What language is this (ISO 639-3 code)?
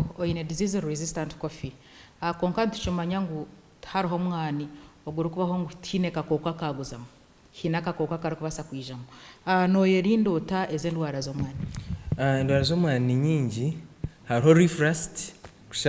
nyn